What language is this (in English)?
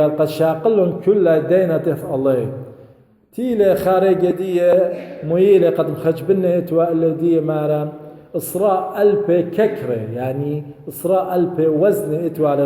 Assyrian Neo-Aramaic